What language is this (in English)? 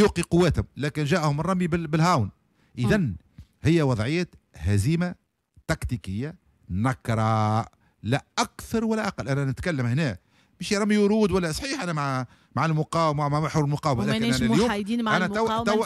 Tunisian Arabic